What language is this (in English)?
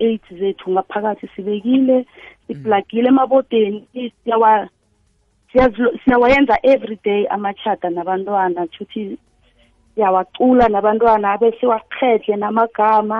South Ndebele